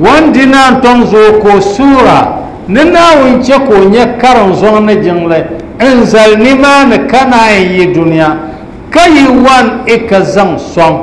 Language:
Dagbani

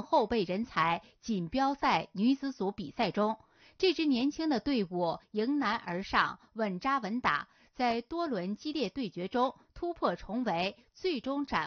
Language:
Chinese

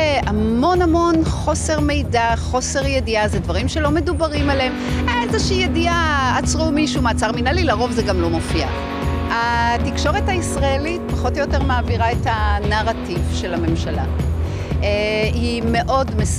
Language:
Hebrew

